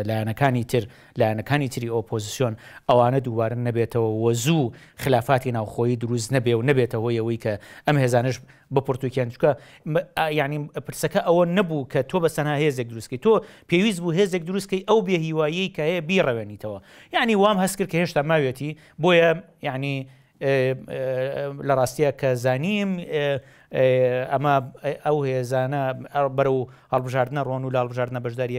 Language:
Central Kurdish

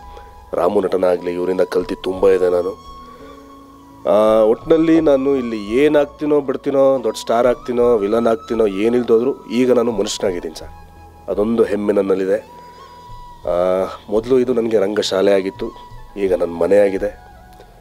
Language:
Kannada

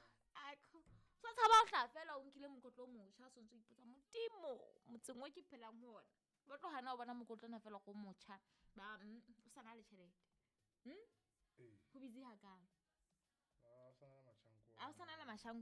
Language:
Southern Sotho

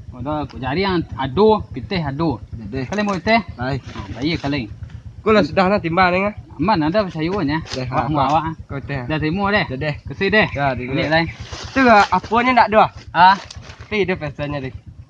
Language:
Minangkabau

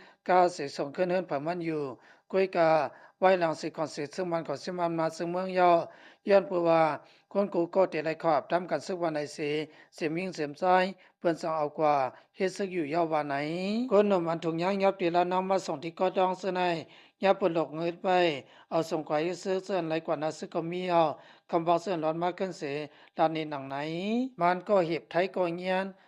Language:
Lao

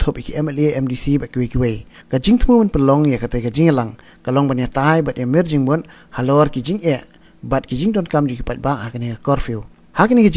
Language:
Khasi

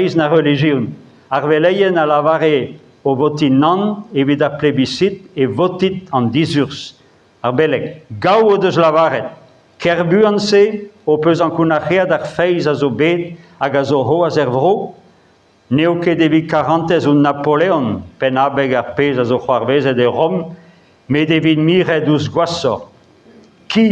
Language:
Breton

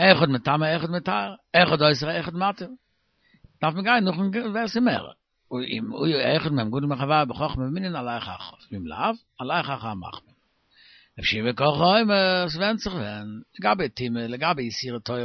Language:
Yiddish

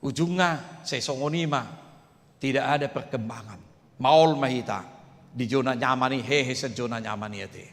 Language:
Batak Toba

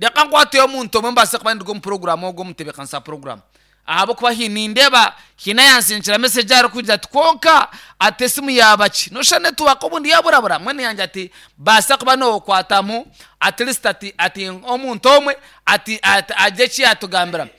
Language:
Nyankole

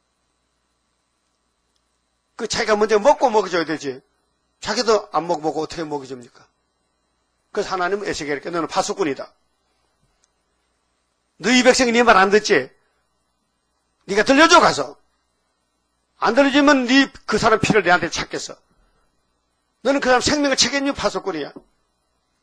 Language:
Korean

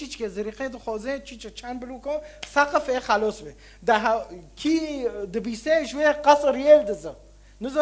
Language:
Kurdish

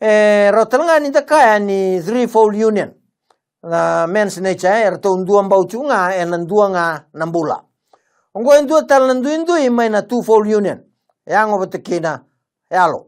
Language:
Fijian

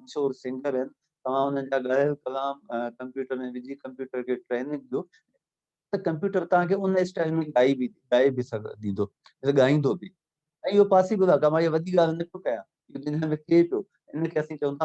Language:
Sindhi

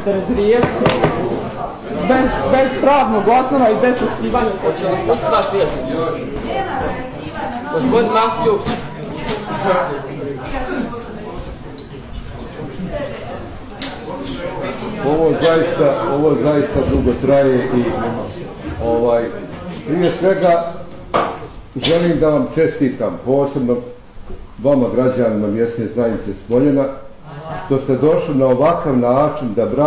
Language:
Bosnian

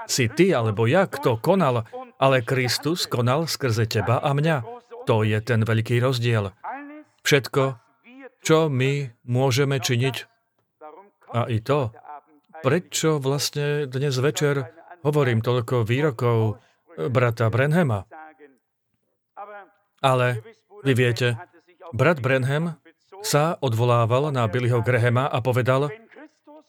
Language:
Slovak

